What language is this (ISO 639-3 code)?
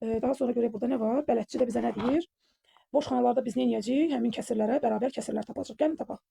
aze